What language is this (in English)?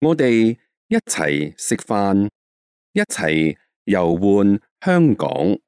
Cantonese